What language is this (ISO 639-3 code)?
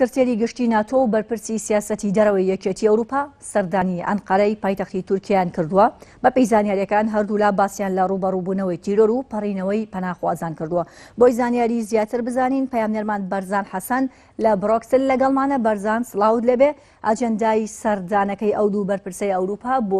ckb